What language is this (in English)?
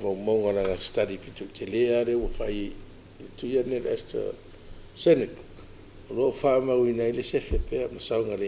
Samoan